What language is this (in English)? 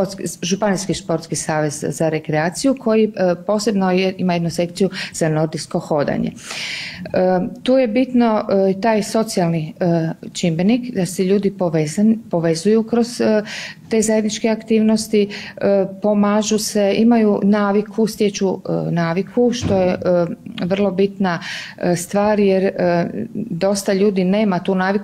Croatian